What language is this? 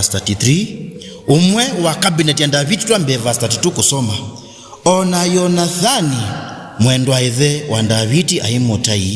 Kamba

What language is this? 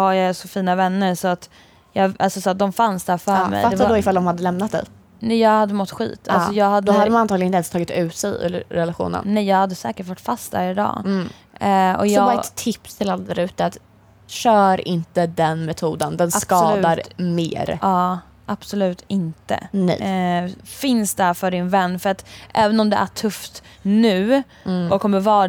Swedish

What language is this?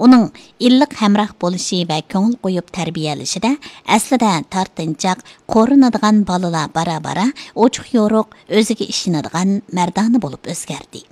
Uyghur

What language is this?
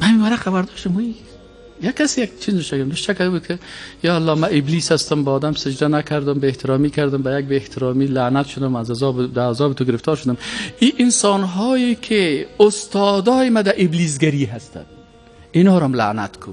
Persian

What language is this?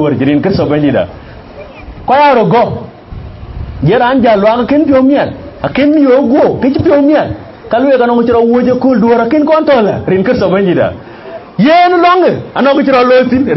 Dinka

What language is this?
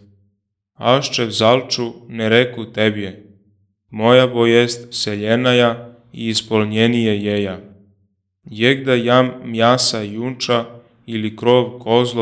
Church Slavic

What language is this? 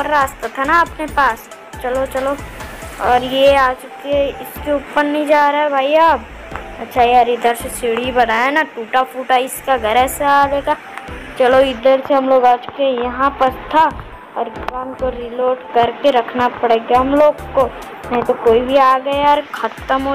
Hindi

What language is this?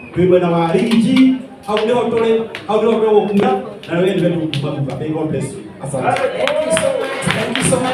Kikuyu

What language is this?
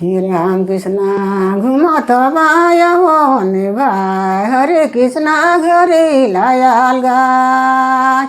Sadri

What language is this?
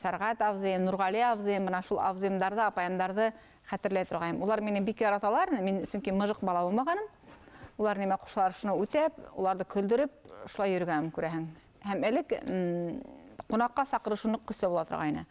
Bashkir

